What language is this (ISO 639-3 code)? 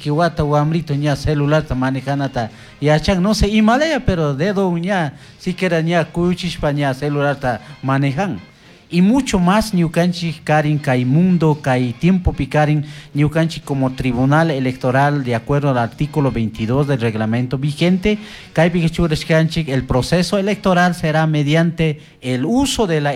qug